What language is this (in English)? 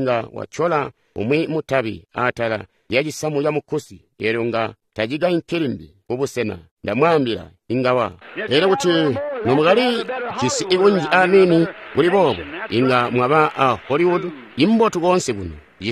Tonga (Zambia)